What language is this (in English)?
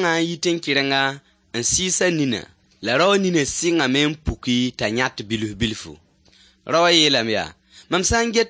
Mossi